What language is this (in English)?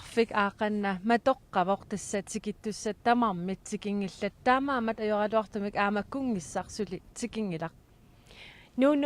Kalaallisut